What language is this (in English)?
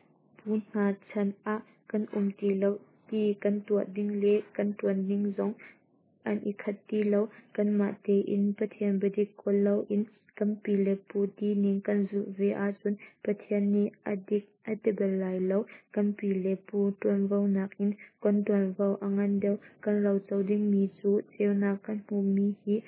Hakha Chin